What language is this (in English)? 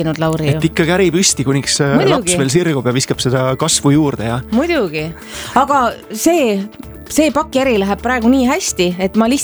Estonian